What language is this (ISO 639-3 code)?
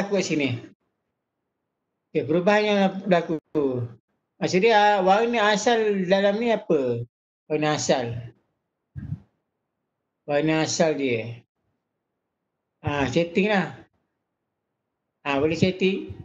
msa